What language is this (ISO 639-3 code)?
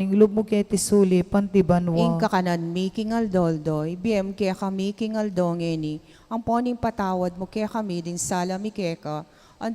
pam